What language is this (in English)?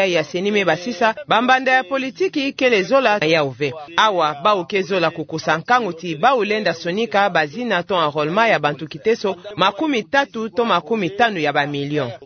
Kituba (Democratic Republic of Congo)